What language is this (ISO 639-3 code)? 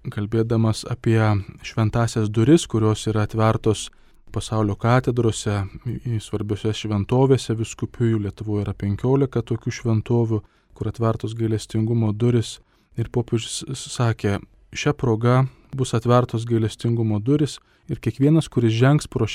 lit